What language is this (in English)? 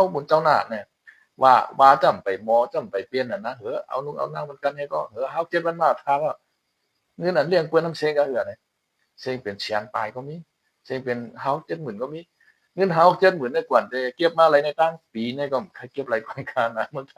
Shan